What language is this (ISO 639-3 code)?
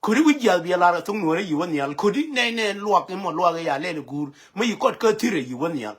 nus